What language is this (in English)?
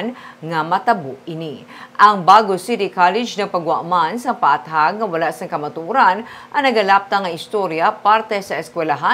Hiligaynon